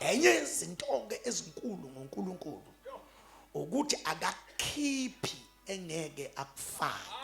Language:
Zulu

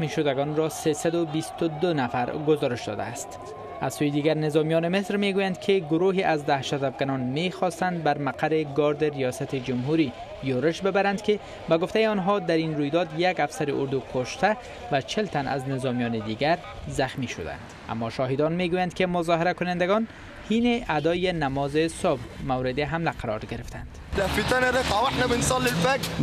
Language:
Persian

